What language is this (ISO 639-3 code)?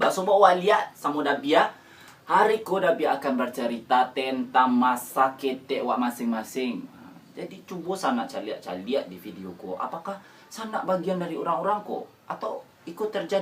min